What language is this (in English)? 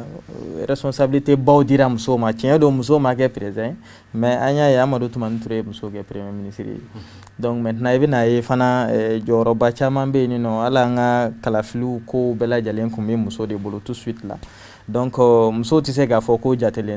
Bambara